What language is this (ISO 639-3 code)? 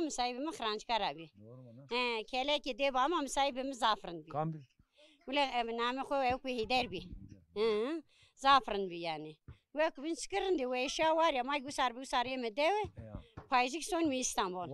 zza